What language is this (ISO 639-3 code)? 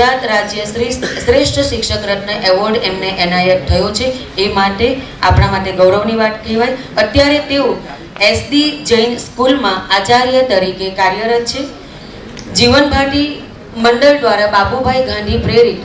guj